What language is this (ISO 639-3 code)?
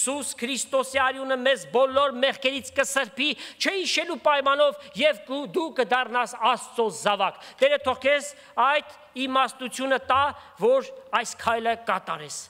hye